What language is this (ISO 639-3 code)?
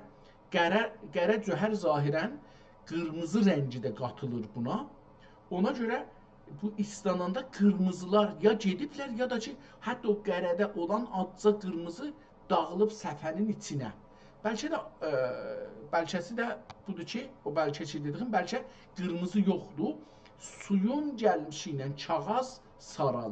azb